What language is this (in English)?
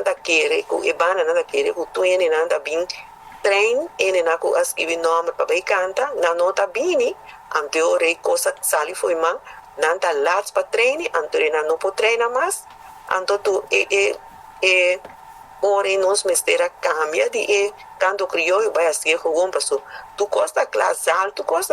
Papiamento